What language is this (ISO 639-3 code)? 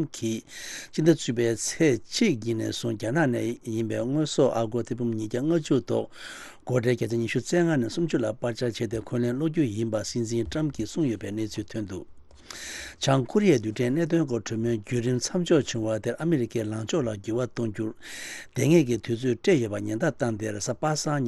bod